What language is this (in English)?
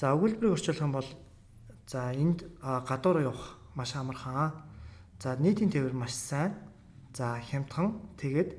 Mongolian